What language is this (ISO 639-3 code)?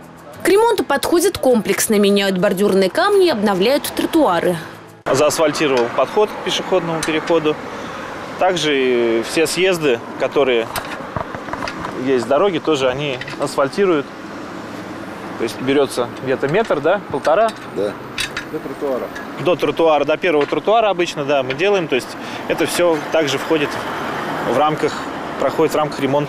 rus